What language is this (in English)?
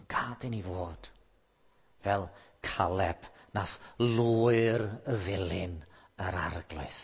Welsh